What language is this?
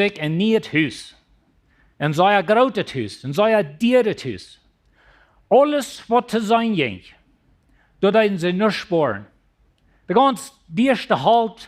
Plautdietsch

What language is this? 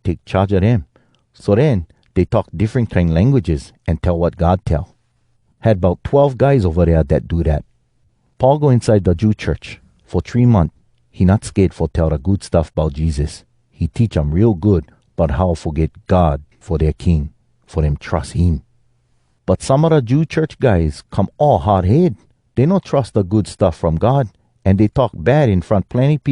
Hawai'i Creole English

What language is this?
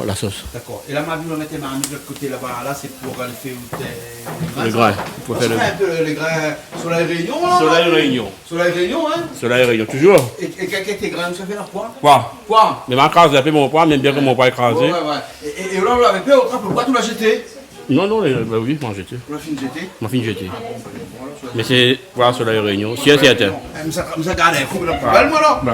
Réunion Creole French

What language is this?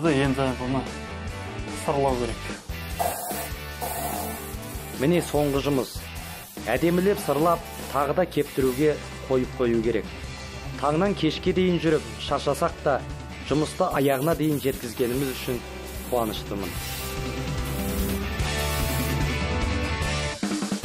Kazakh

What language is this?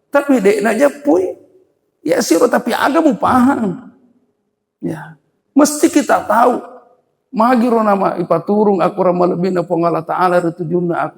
Buginese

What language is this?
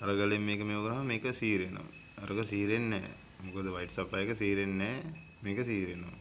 Sinhala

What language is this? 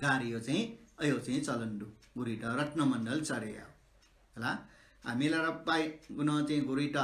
Newari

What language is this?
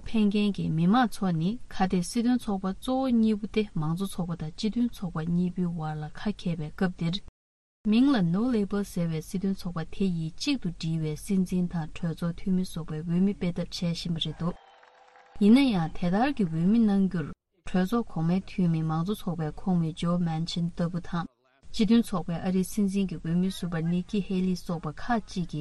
Tibetan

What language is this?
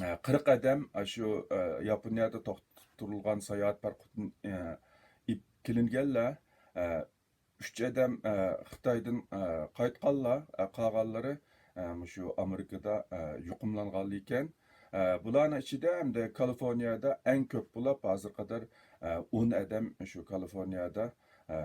Uyghur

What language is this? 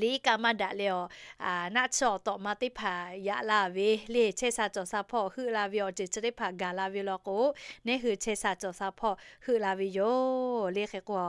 Lahu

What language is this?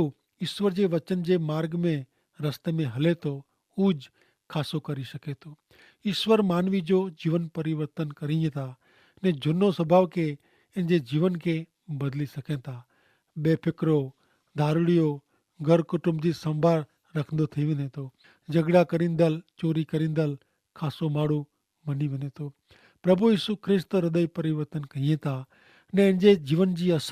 Kachhi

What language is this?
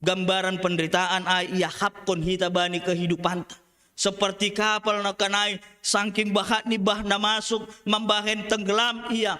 Batak Simalungun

